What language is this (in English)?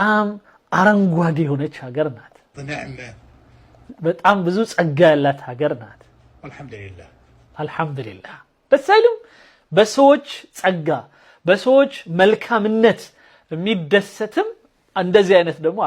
Amharic